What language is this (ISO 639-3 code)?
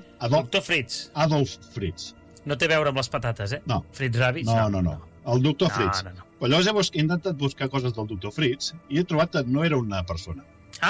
cat